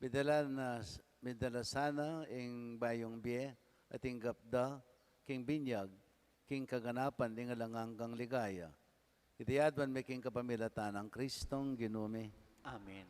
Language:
Pampanga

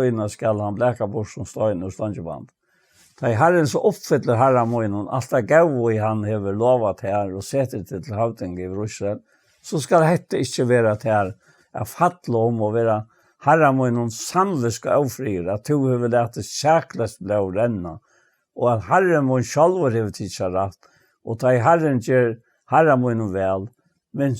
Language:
Faroese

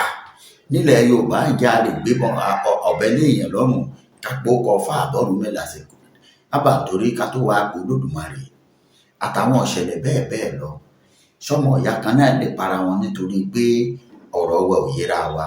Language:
Yoruba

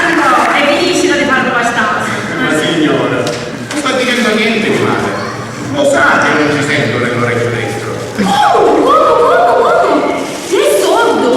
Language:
Sicilian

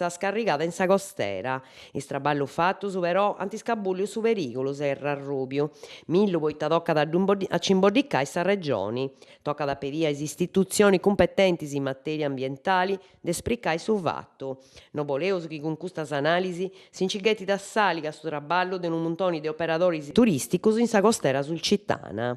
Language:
Sardinian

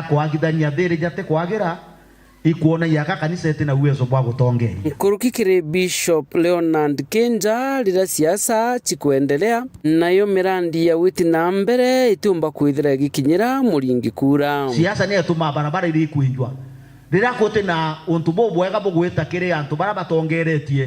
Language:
Meru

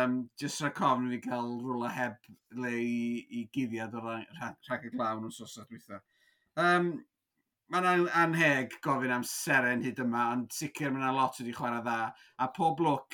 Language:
Welsh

